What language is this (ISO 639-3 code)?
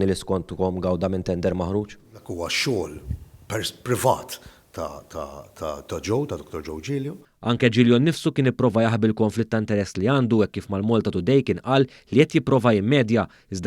mlt